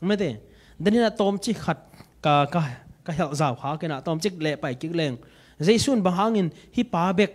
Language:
Tedim Chin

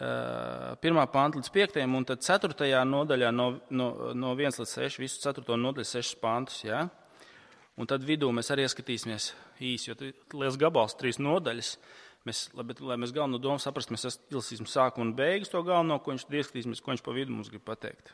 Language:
Latvian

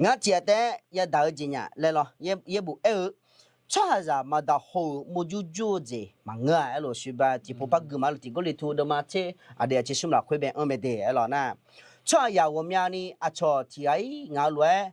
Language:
Akha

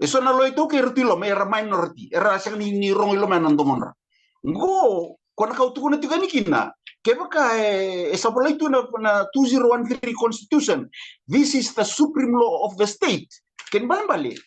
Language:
Fijian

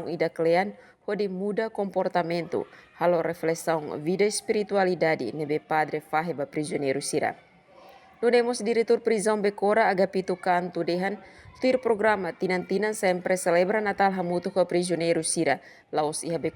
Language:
Tetum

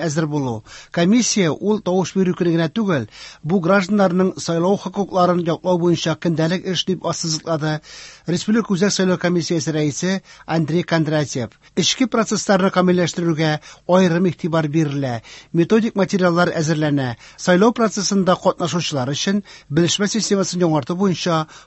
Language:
Tatar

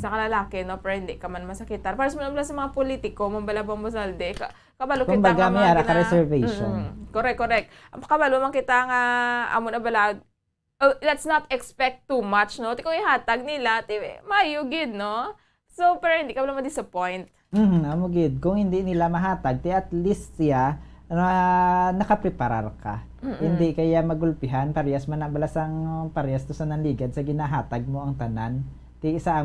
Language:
Hiligaynon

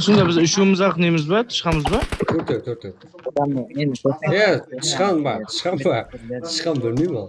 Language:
Kara-Kalpak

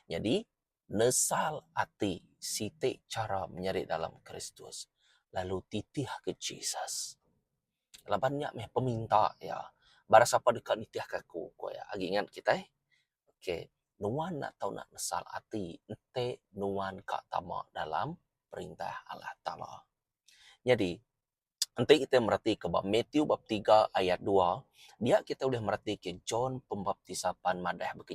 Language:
Iban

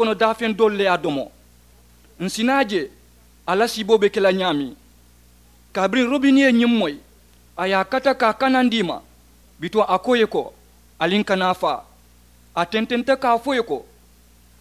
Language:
Mandingo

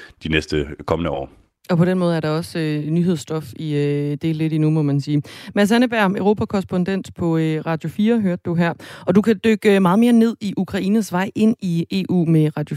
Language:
Danish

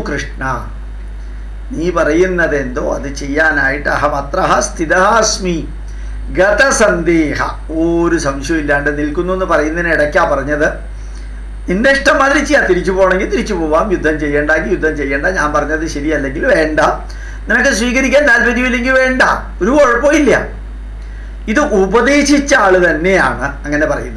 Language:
Malayalam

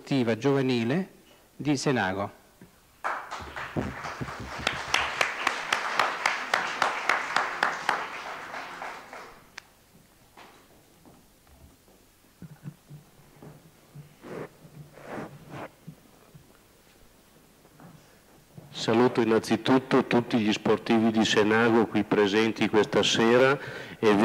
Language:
Italian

